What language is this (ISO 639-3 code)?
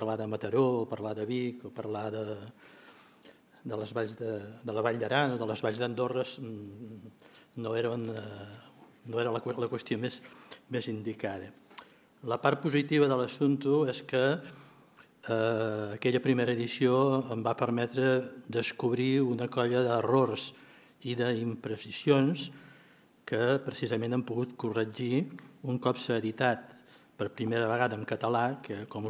cat